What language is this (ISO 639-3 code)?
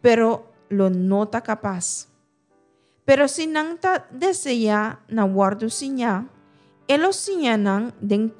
pap